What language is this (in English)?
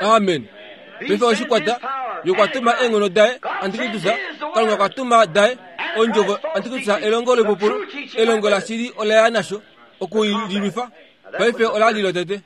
Kuanyama